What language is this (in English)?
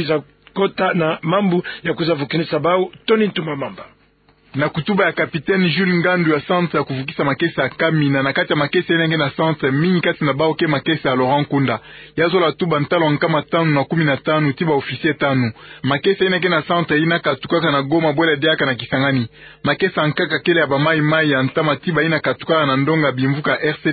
Kituba (Democratic Republic of Congo)